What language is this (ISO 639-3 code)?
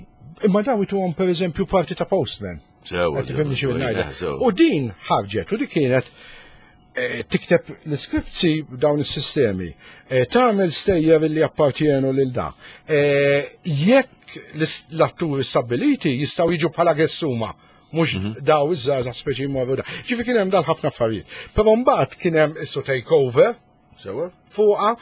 mlt